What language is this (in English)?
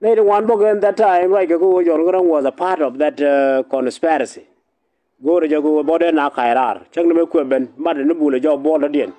Nuer